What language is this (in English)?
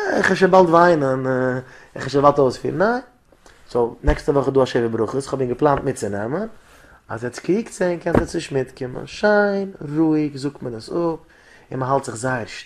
Yiddish